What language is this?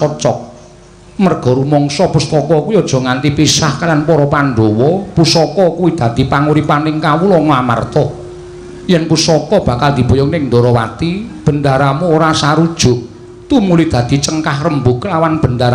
Javanese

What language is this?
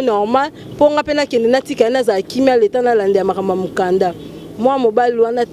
Lingala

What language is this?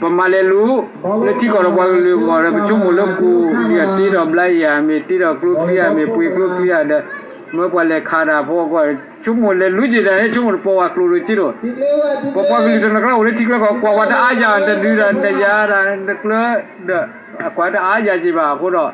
S'gaw Karen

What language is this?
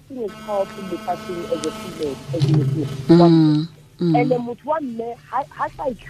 Tswana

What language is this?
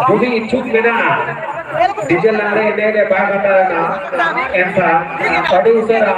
Santali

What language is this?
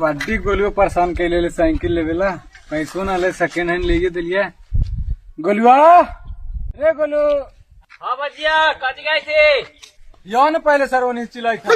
Magahi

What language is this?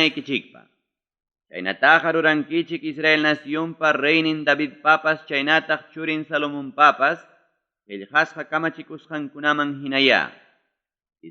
Ayacucho Quechua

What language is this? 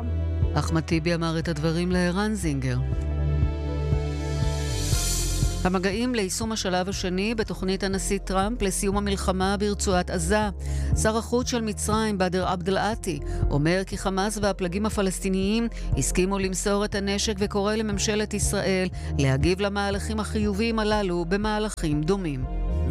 Hebrew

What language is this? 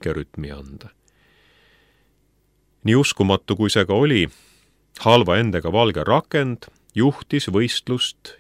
Estonian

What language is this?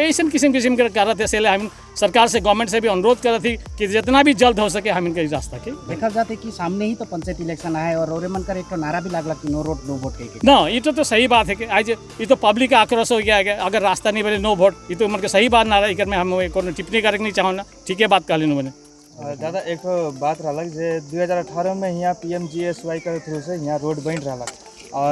Sadri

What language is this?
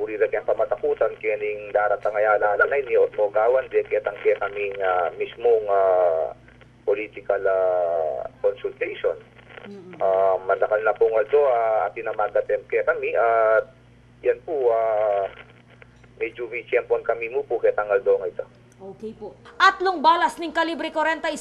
Pampanga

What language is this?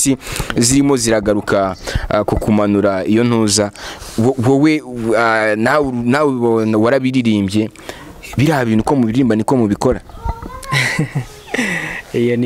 Kinyarwanda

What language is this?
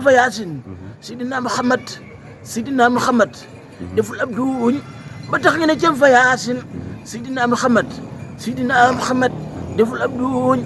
Wolof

